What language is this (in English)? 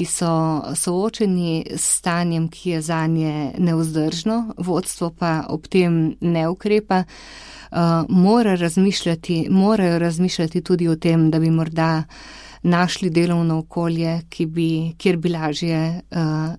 Slovenian